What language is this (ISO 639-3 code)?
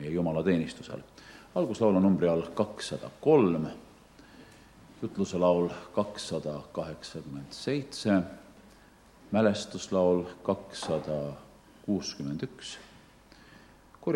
est